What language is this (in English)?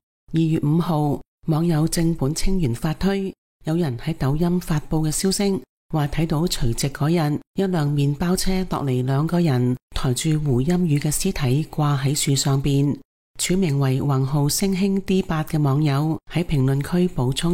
Cantonese